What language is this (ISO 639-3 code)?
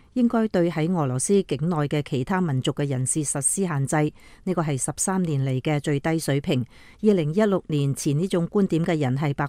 yue